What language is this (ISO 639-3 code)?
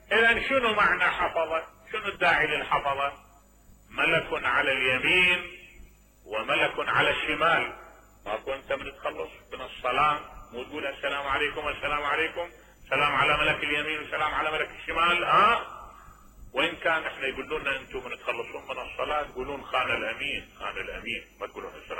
acm